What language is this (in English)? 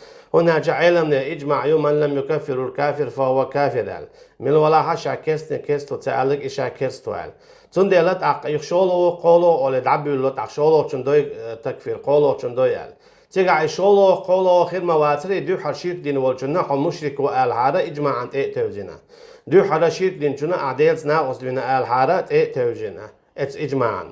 Chechen